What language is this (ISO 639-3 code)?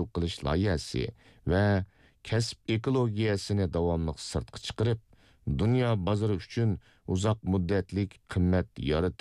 uig